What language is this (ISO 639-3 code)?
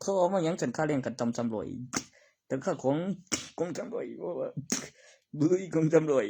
tts